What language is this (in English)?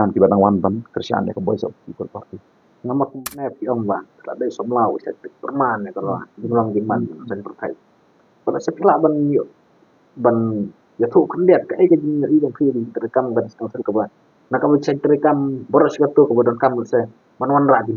Khasi